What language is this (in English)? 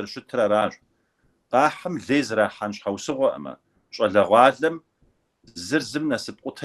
Kabardian